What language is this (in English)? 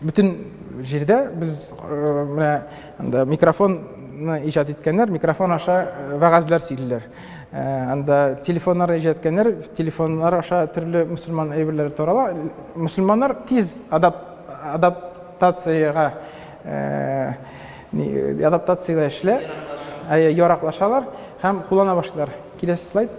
Tatar